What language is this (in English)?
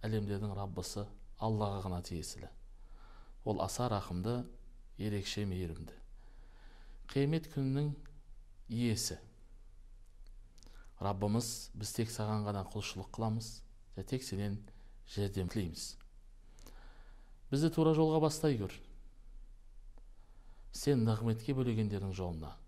Kazakh